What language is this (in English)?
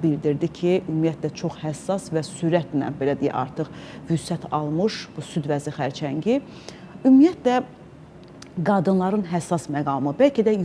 Azerbaijani